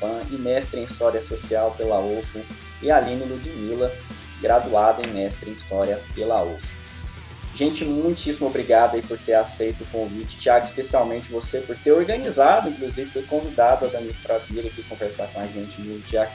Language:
Portuguese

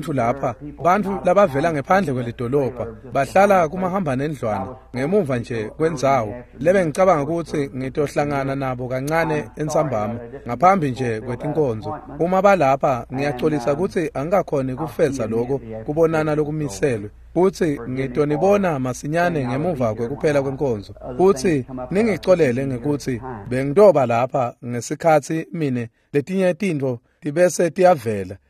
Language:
Swati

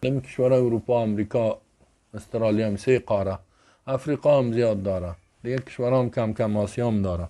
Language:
Persian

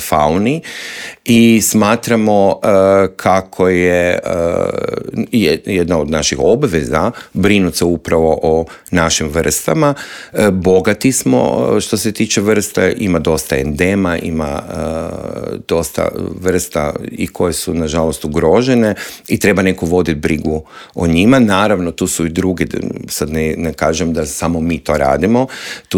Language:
Croatian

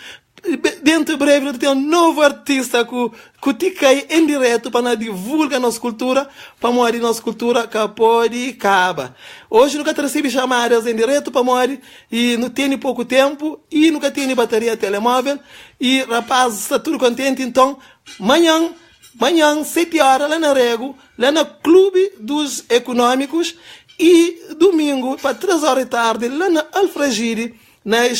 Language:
Kabuverdianu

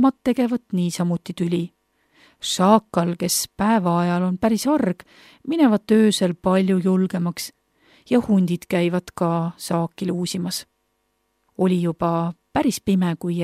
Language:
Estonian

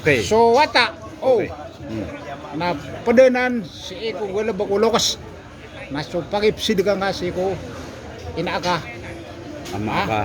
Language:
Maranao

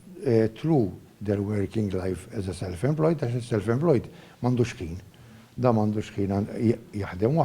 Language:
Maltese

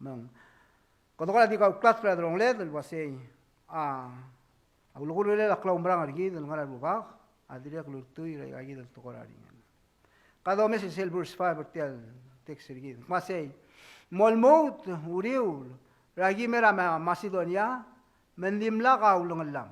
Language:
Palauan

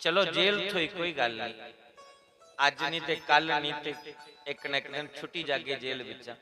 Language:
Dogri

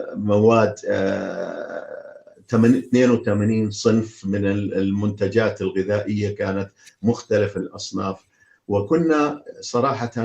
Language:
North Levantine Arabic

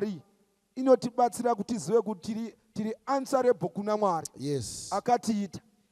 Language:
Shona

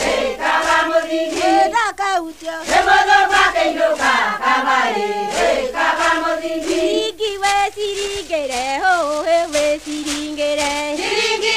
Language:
Kikuyu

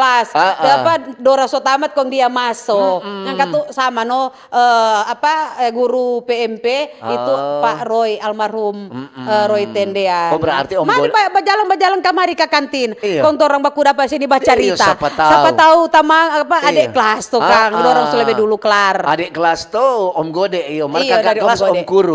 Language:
Manado Malay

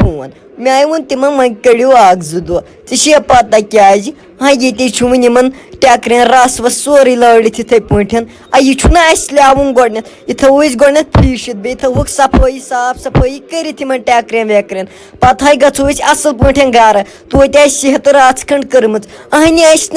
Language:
Kashmiri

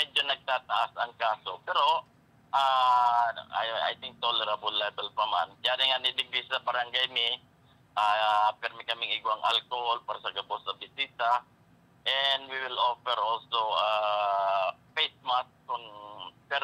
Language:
Bikol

